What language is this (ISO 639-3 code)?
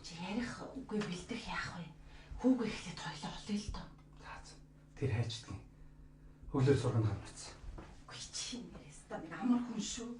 mon